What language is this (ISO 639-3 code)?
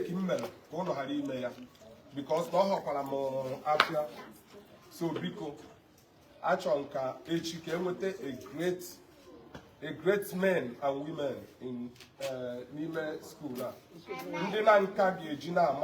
ibo